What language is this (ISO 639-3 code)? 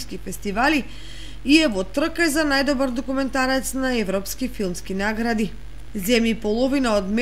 mkd